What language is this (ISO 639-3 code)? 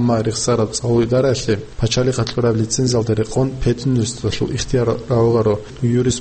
ava